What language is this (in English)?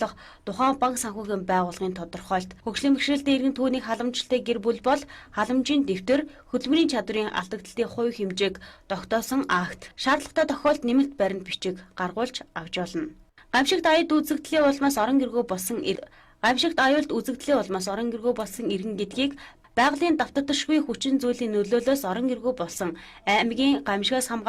Mongolian